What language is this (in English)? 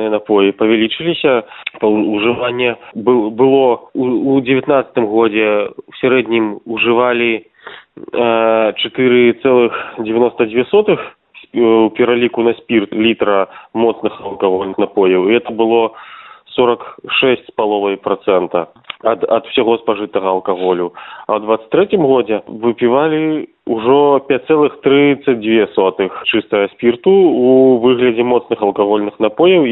Belarusian